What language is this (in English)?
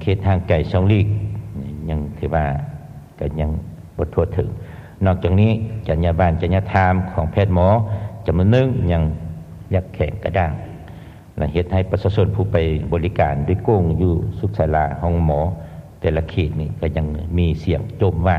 Lao